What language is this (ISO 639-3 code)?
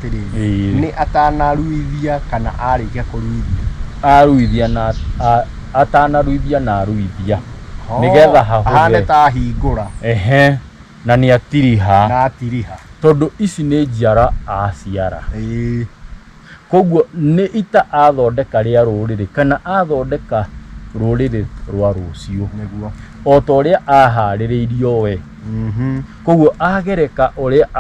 kik